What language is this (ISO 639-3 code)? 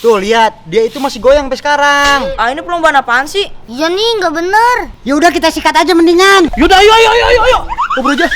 bew